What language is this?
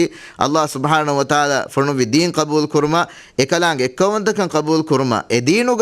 Divehi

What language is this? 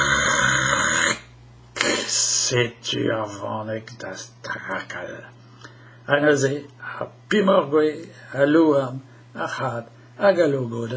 Breton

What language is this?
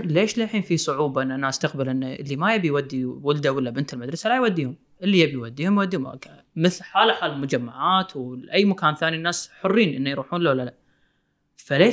Gulf Arabic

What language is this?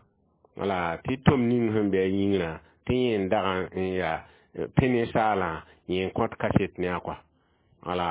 Mossi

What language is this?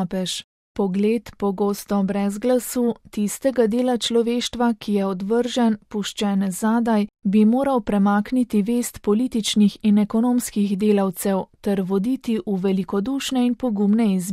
Slovenian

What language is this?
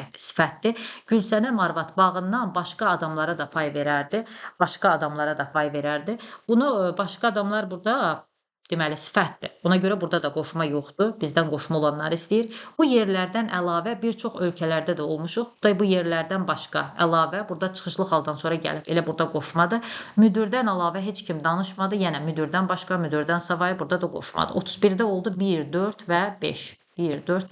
Azerbaijani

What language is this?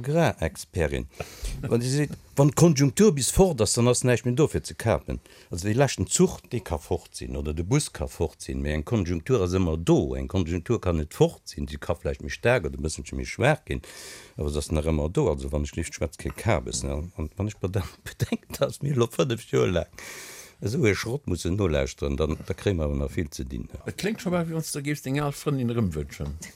Luxembourgish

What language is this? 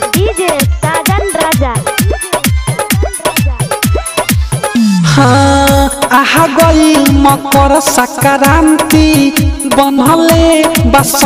Bhojpuri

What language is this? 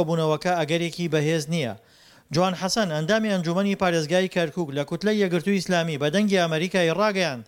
Central Kurdish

